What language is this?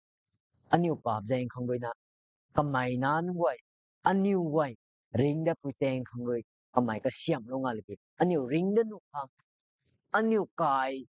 Rongmei Naga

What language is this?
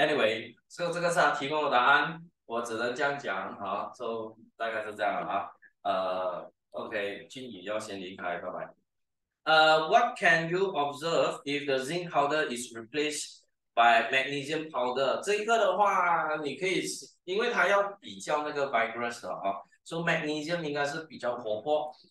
Chinese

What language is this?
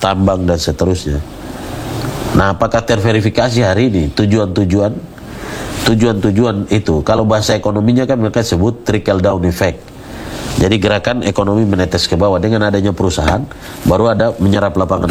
Indonesian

